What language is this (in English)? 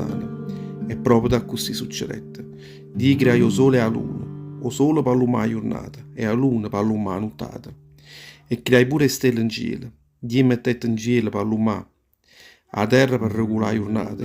Neapolitan